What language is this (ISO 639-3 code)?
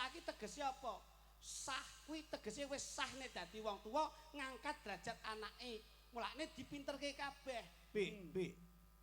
jav